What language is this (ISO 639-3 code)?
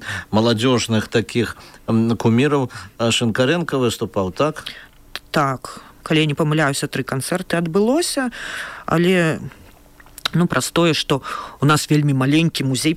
bel